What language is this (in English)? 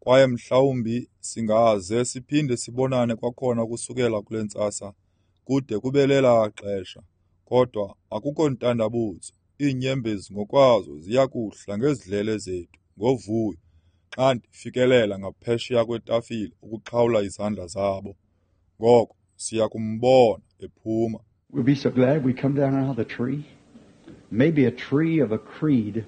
Xhosa